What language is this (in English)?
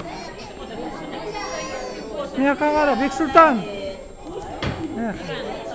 Kazakh